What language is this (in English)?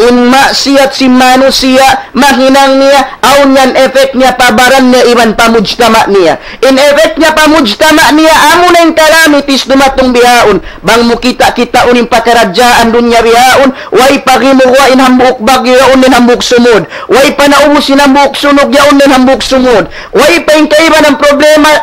Tausug